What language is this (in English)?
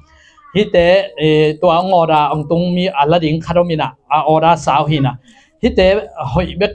Tedim Chin